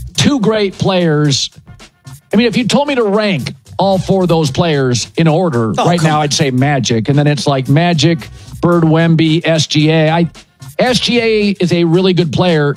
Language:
English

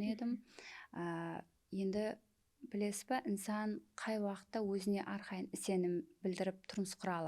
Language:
Kara-Kalpak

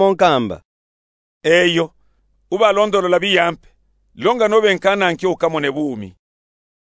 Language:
Luba-Katanga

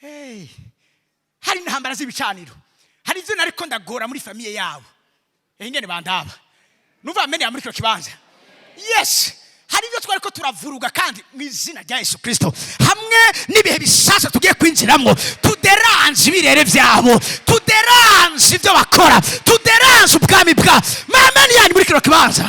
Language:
Rundi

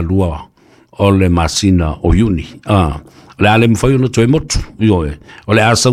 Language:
Samoan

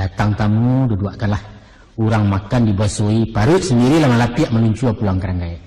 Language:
Minangkabau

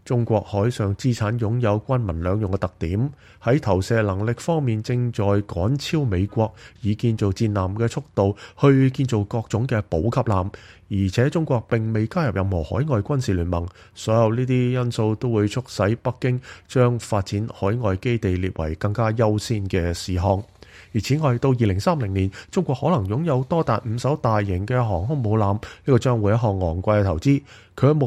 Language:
Cantonese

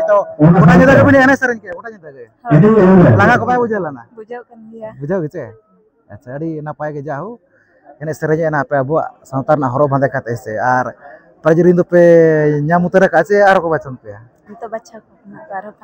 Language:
Santali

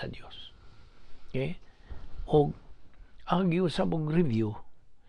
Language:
Cebuano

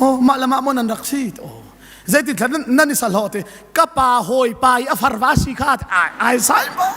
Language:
Hakha Chin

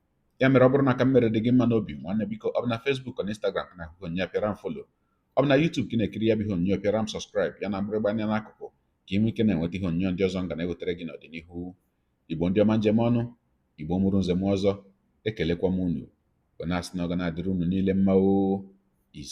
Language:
Igbo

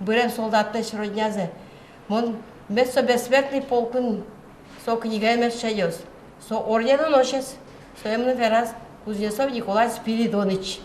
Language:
Udmurt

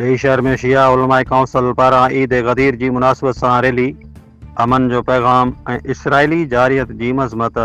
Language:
Sindhi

